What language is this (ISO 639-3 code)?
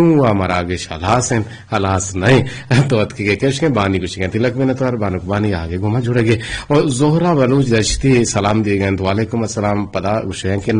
bgp